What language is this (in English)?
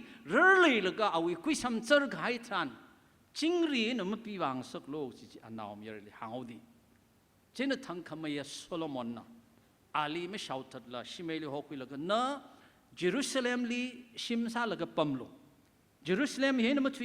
Tangkhul Naga (India)